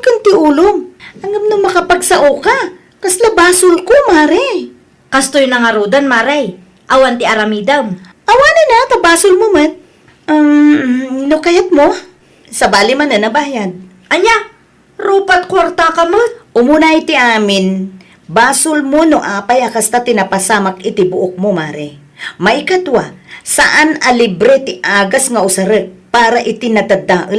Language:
Iloko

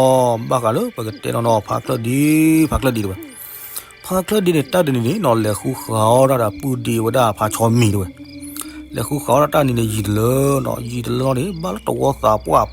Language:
S'gaw Karen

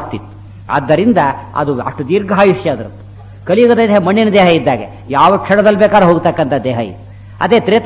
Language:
Kannada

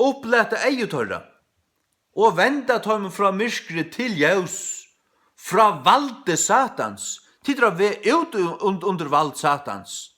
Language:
Faroese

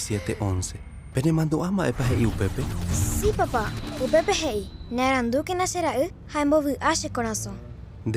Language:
Guarani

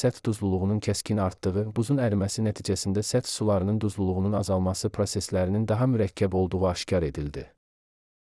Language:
Azerbaijani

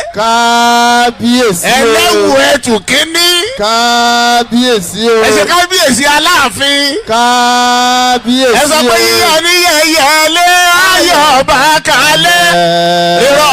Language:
Yoruba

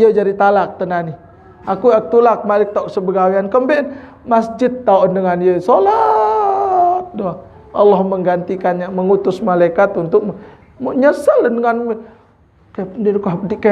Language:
Sasak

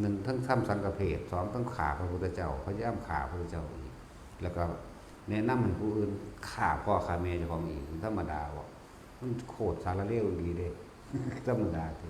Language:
Northeastern Thai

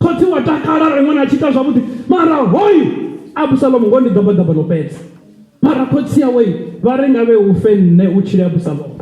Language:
Venda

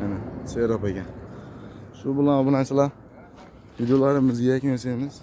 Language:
Uzbek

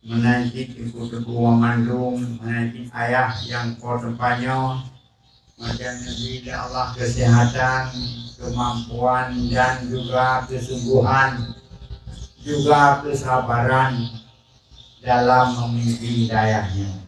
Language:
Achinese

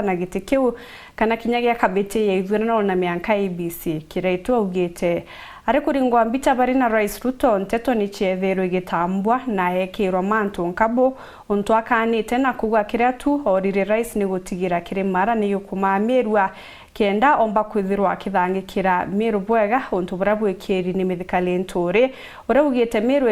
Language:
Meru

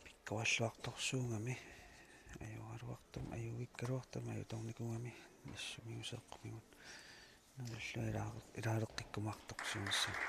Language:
Kalaallisut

